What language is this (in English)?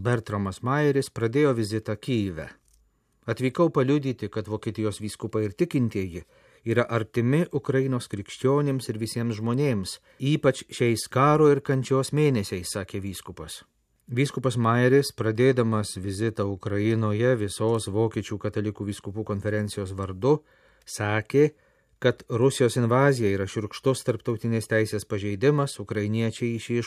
Lithuanian